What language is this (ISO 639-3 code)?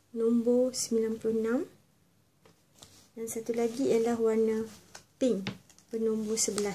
msa